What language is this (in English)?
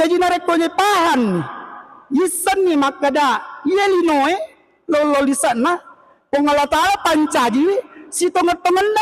Buginese